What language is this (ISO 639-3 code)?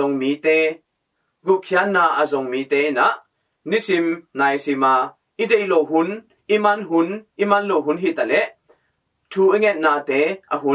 ctd